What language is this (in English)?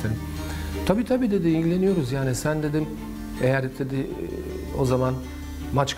Turkish